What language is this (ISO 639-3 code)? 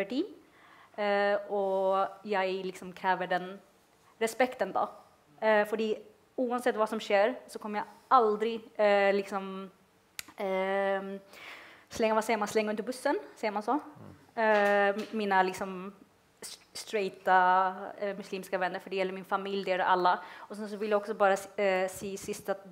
nor